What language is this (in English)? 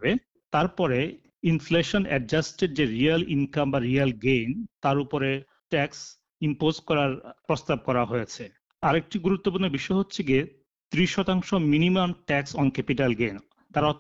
Bangla